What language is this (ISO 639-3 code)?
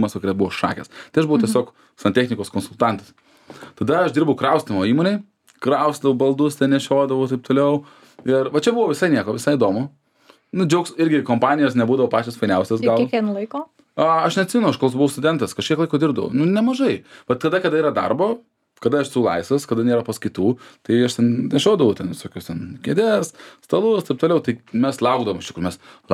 lit